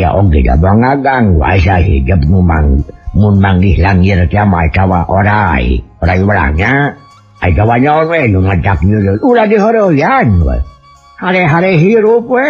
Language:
Sundanese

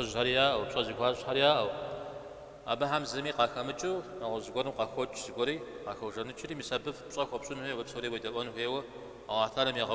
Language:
Kabardian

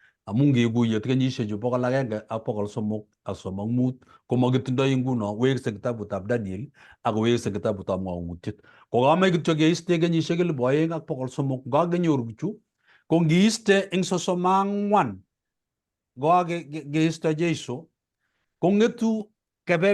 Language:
Kalenjin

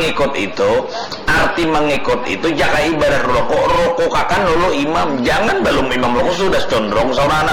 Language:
Banjar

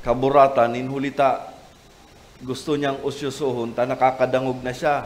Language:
Bikol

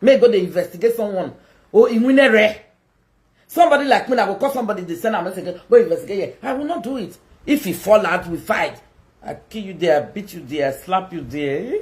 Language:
Nigerian Pidgin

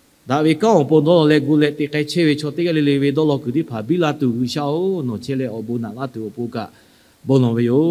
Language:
Lahu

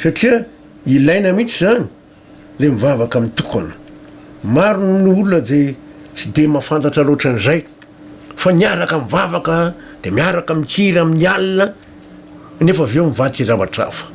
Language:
Malagasy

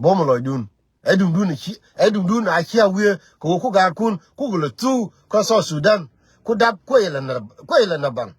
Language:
Nuer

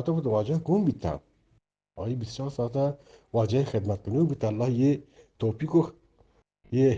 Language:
Eastern Balochi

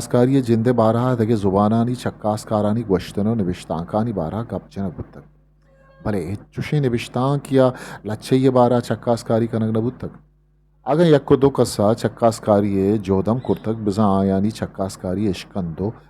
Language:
Eastern Balochi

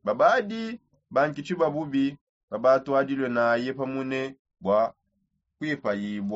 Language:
Songe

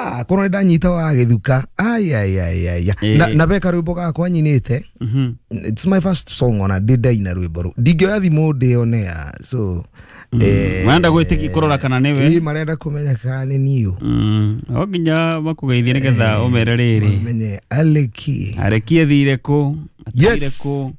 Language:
Kikuyu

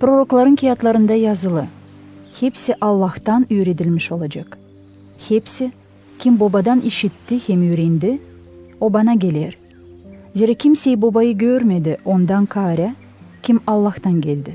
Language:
Gagauz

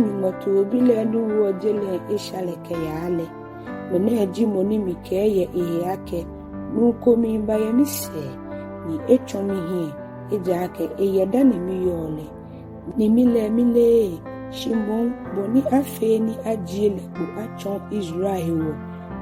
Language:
Ga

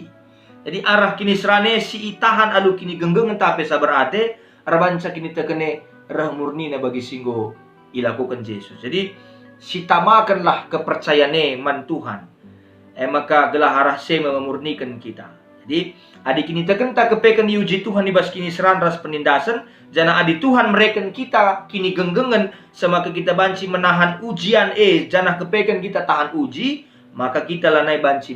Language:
Batak Karo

